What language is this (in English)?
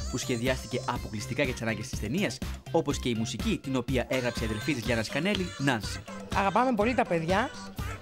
Greek